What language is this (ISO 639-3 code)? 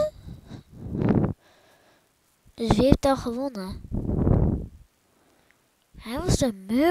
nld